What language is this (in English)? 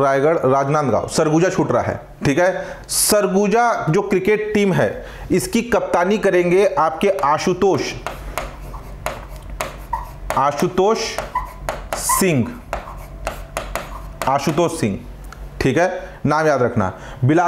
Hindi